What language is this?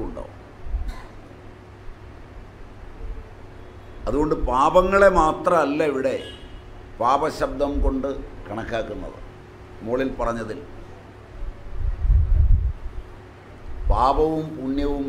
Malayalam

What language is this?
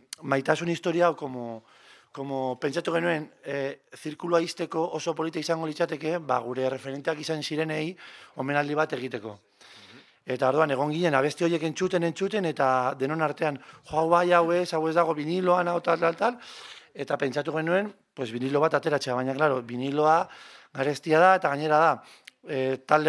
Basque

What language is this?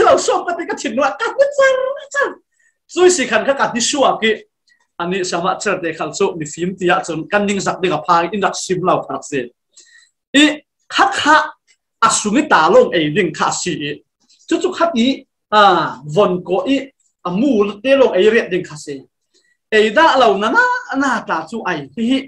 Falam Chin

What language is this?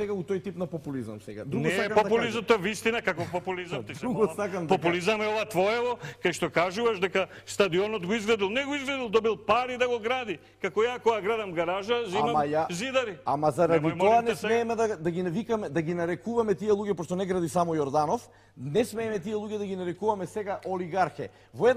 Macedonian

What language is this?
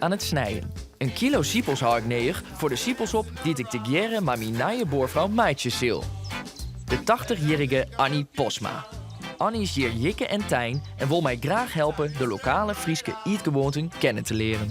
Western Frisian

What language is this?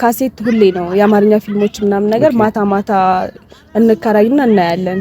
Amharic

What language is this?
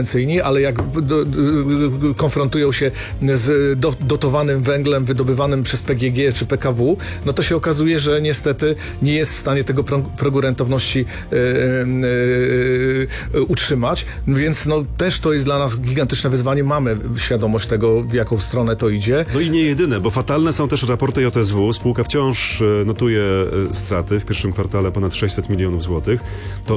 Polish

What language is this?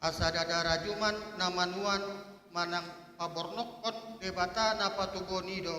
Batak Toba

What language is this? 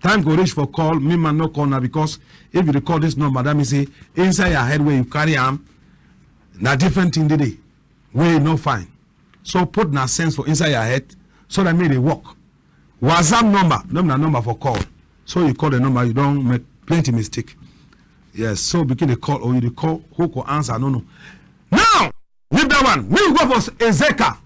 Cameroon Pidgin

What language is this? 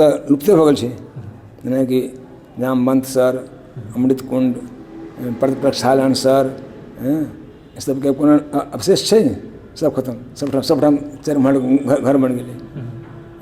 Maithili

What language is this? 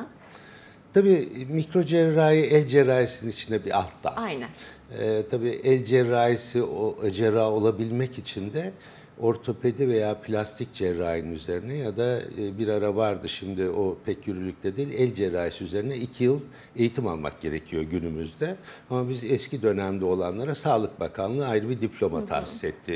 Turkish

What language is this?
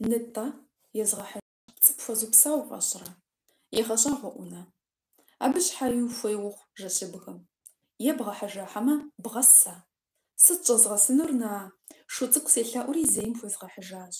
Kabardian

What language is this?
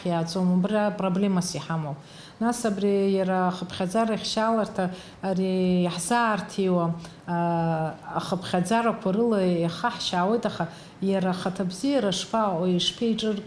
Abkhazian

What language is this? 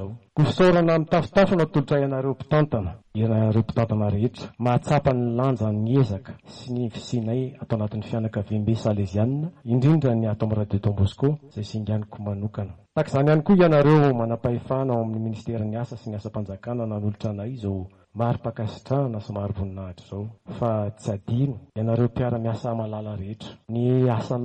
Malagasy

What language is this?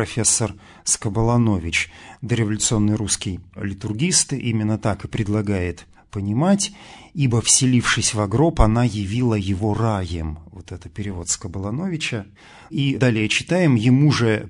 Russian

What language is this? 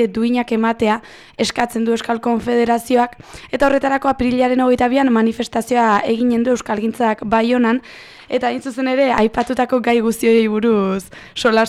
Basque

